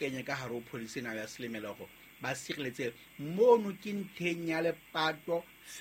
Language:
Southern Sotho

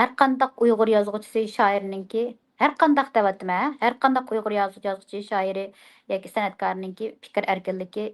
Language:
Uyghur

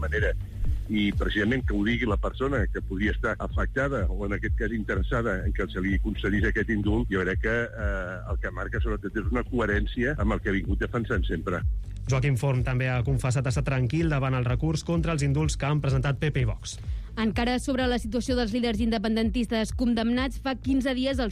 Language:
Catalan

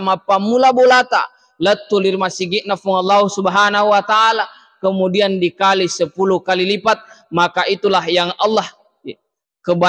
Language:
Buginese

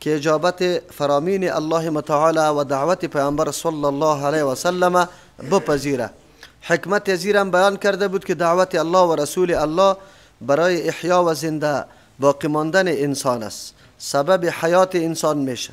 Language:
Persian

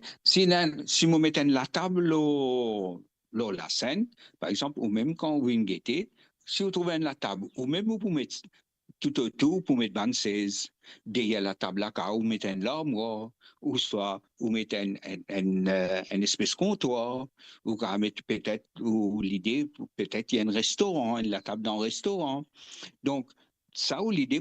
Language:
Morisyen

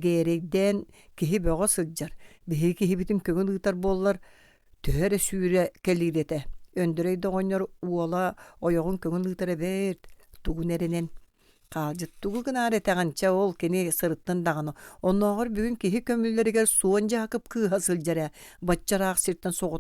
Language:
Yakut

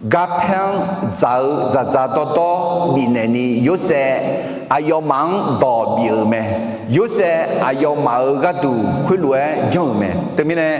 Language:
Akha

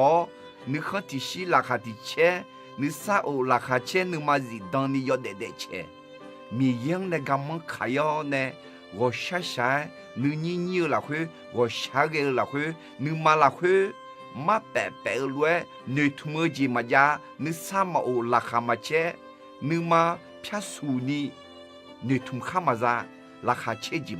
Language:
Akha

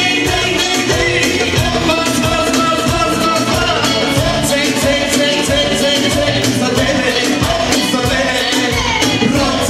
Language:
Turkish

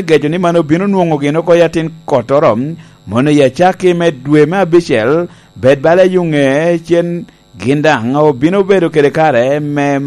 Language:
Lango (Uganda)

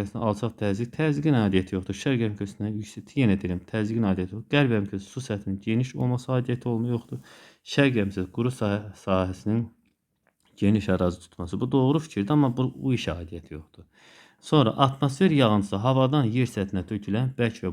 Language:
Azerbaijani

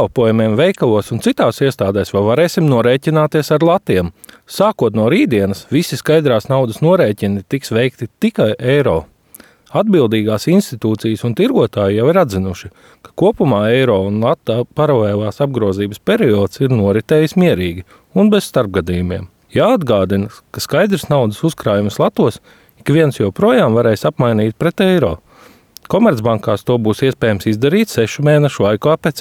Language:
Latvian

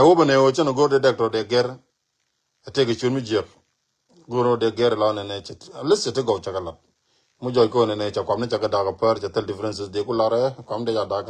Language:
Nuer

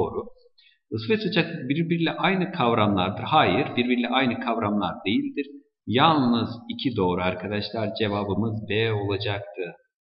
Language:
Turkish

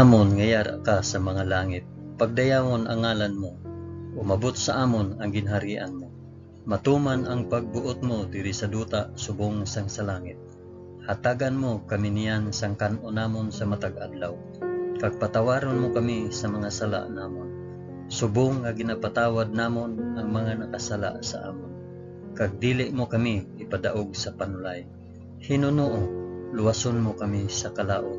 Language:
Hiligaynon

